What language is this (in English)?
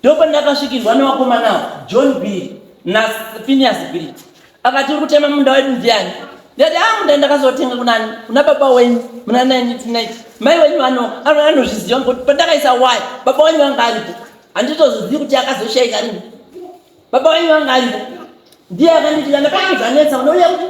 Shona